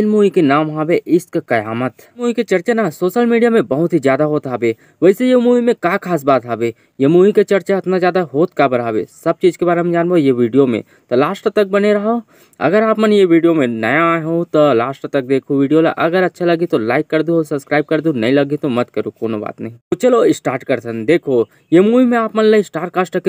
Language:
Chhattisgarhi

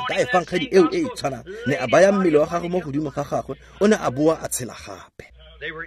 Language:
Tswana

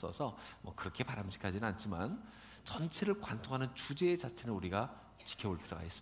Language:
Korean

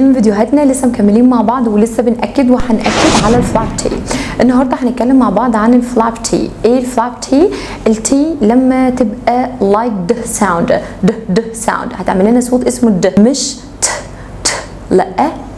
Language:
Egyptian Arabic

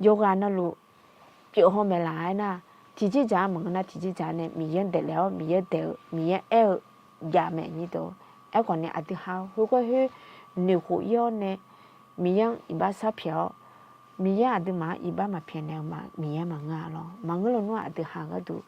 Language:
Akha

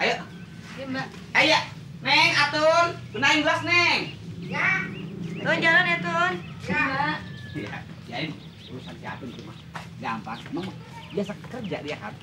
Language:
Betawi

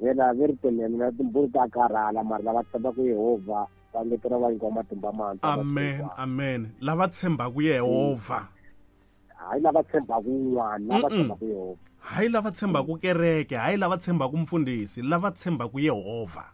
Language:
Tsonga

